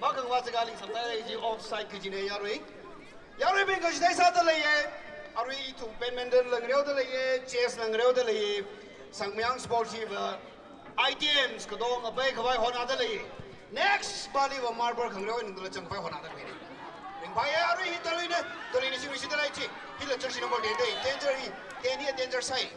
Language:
Tangkhul Naga (India)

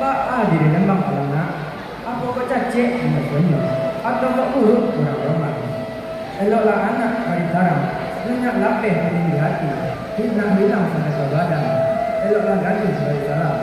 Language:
Minangkabau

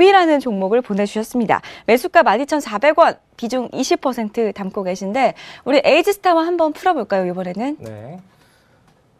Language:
Korean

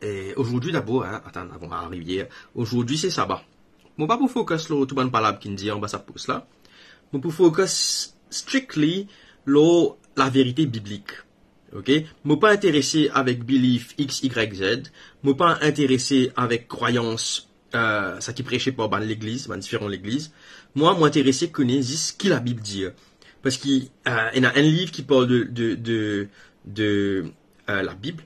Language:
Morisyen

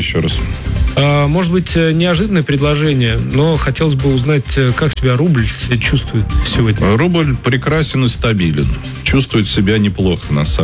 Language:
Russian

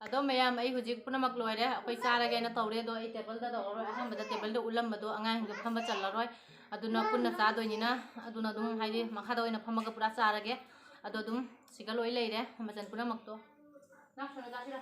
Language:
Manipuri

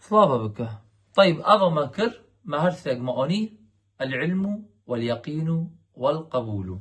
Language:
Kurdish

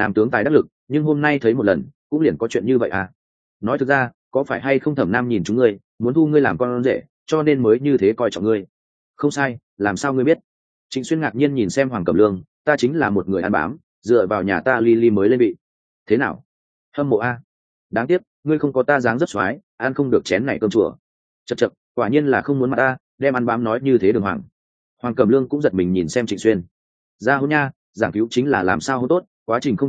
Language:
Vietnamese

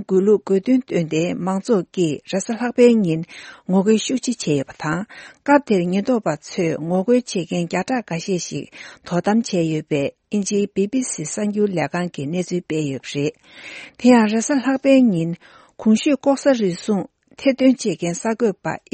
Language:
Tibetan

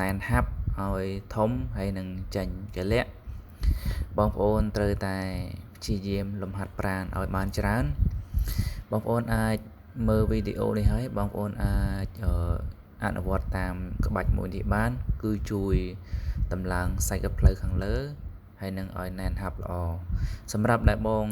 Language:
Khmer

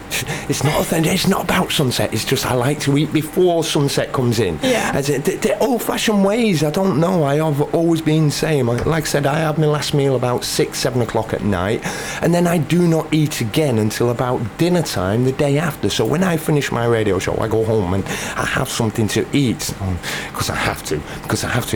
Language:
English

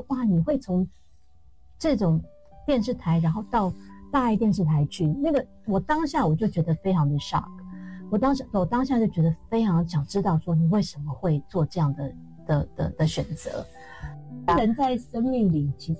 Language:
Chinese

